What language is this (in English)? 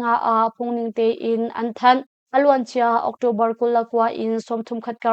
Hakha Chin